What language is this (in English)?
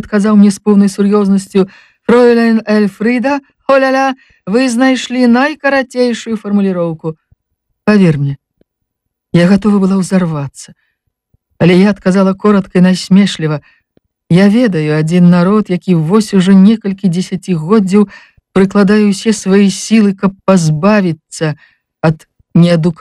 Belarusian